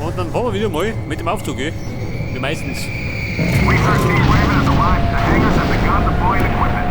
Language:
Bavarian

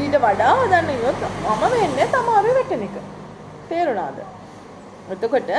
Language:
Sinhala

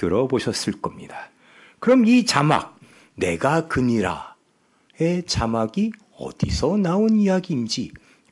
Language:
Korean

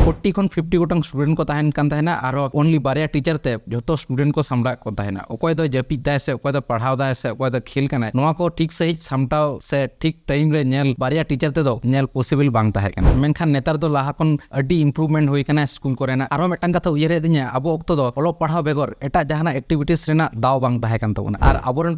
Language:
Santali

